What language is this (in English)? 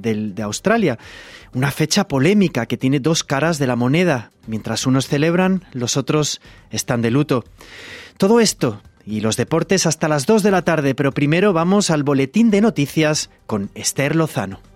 Spanish